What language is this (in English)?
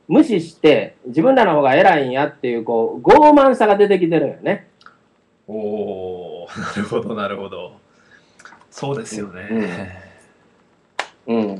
Japanese